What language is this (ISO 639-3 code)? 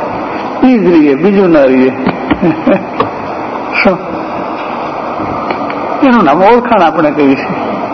guj